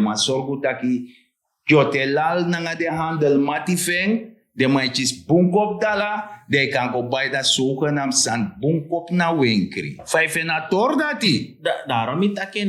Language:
Sranan Tongo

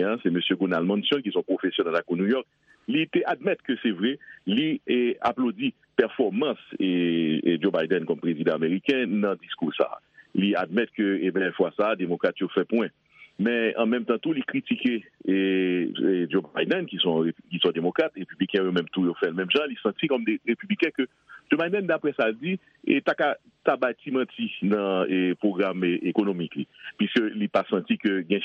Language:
Haitian Creole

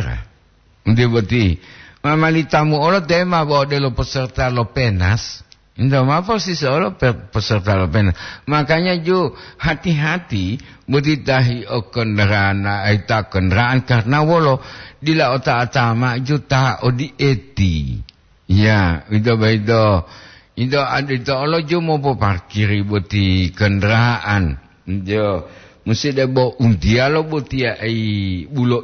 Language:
Gorontalo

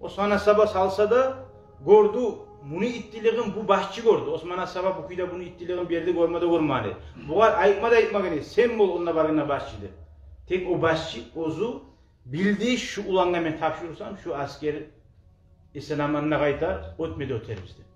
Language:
Kumyk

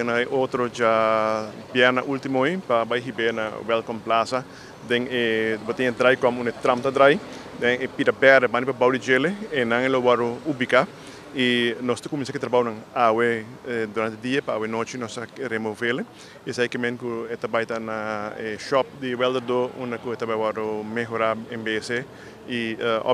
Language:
Papiamento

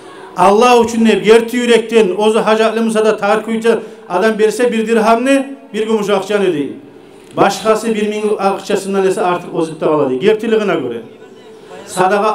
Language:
Kumyk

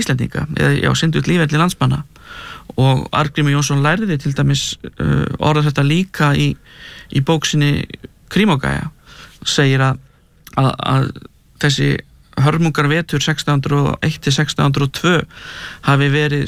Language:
Icelandic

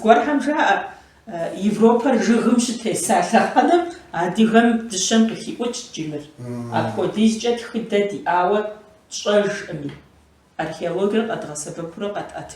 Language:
Kabardian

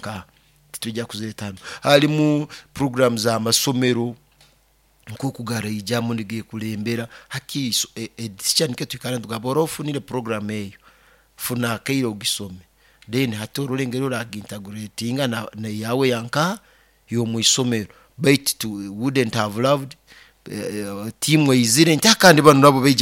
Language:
Nyoro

